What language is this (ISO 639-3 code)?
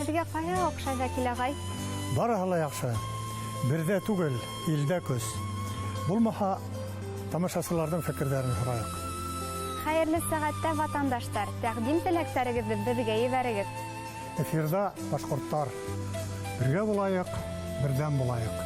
bak